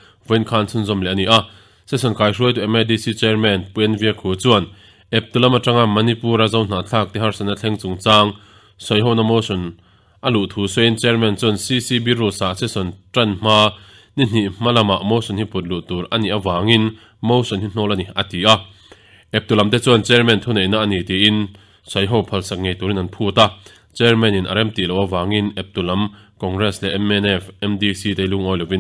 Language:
Mizo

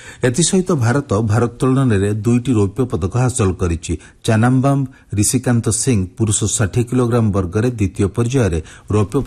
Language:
Odia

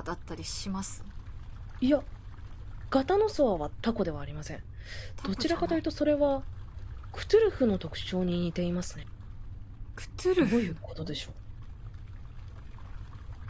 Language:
Japanese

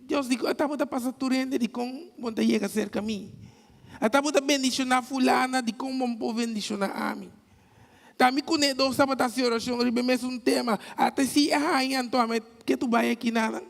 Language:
Papiamento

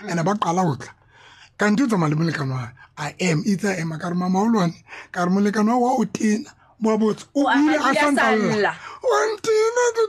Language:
Tswana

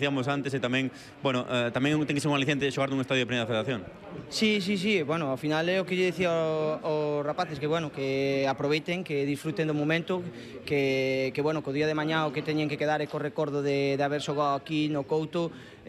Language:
Galician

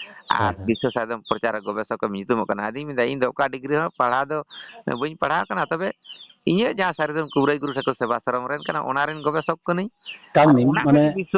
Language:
Santali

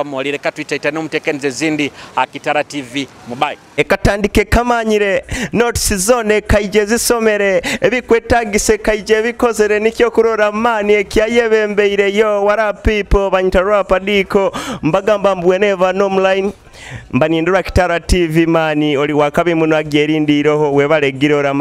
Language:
Nyoro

